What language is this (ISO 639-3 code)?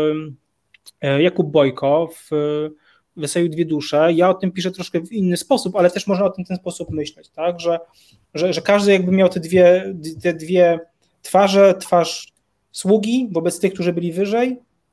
pol